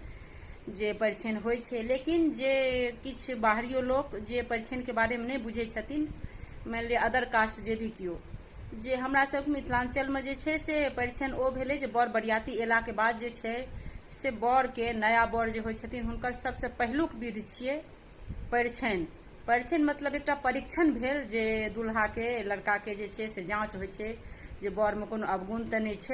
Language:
Maithili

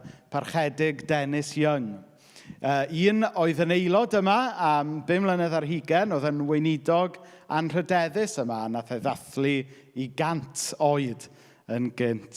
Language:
Welsh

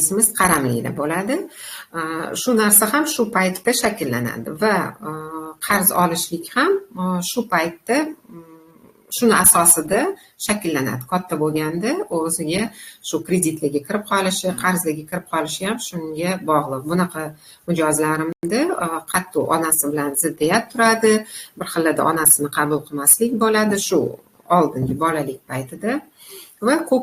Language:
Uzbek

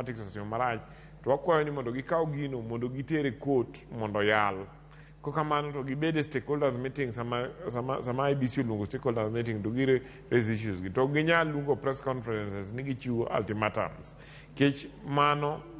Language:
Luo (Kenya and Tanzania)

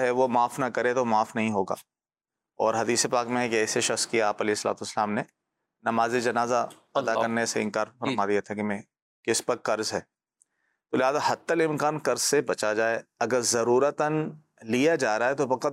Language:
Urdu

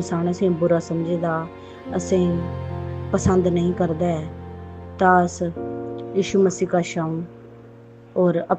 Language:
Dogri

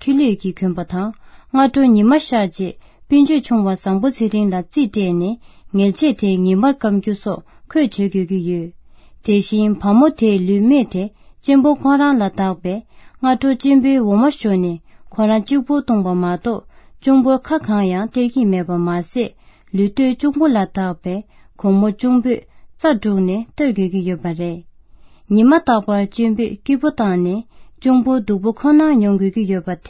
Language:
Tibetan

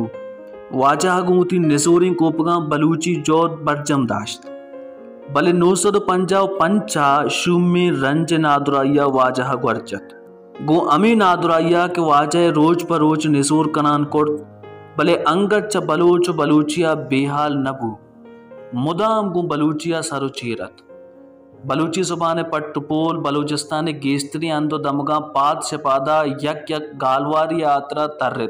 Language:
Baluchi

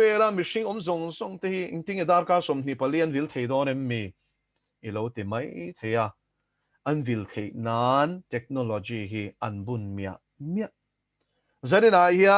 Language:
Mizo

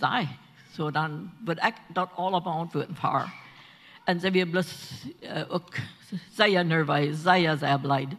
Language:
Plautdietsch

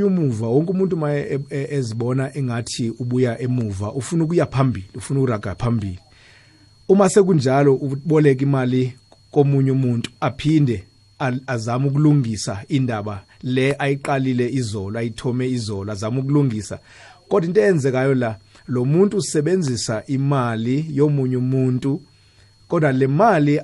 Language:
South Ndebele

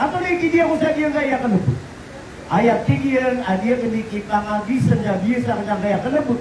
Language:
Maranao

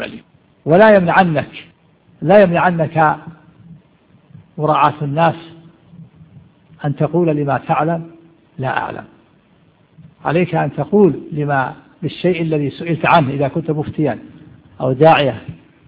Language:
Arabic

